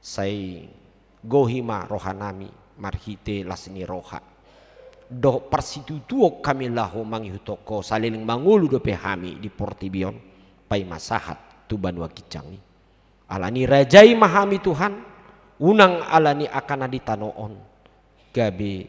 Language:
Batak Toba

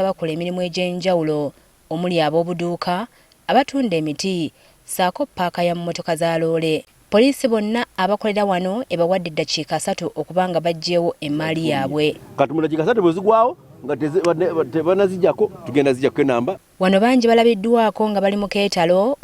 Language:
Ganda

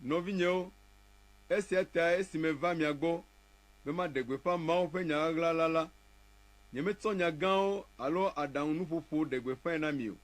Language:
Ewe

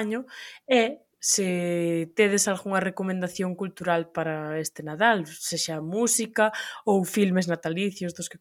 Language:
Galician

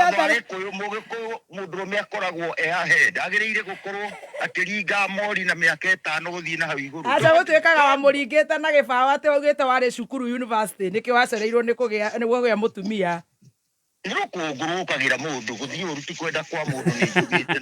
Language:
Kikuyu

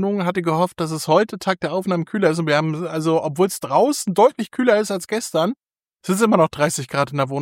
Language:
German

